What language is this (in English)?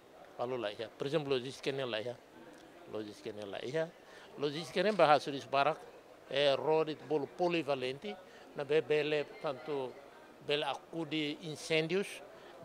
Tetum